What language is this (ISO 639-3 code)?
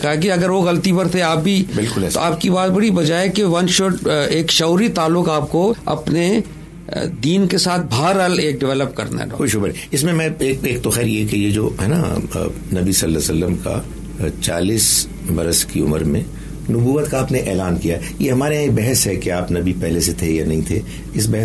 urd